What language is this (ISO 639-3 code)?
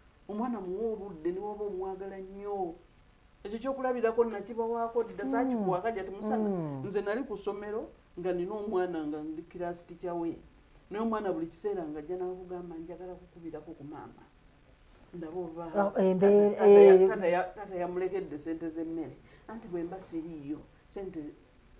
lug